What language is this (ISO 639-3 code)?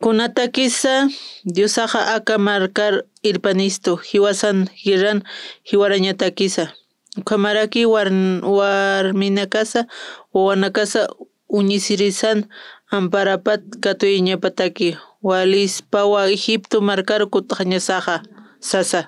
aym